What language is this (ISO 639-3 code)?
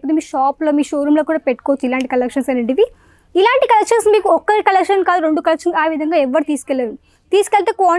tel